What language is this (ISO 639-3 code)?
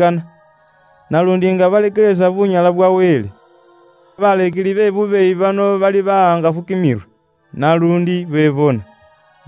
luy